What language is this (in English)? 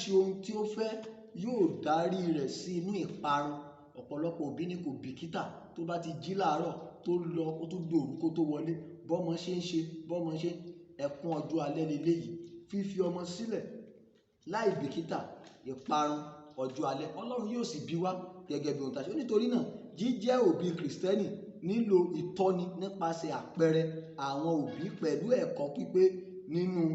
Yoruba